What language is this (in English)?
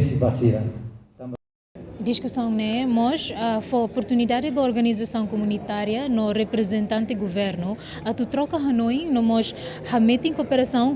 Tetum